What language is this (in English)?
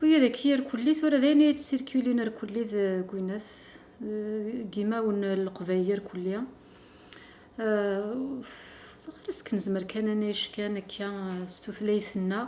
Kabyle